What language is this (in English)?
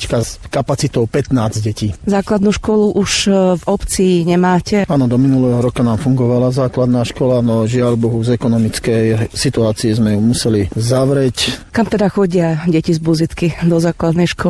Slovak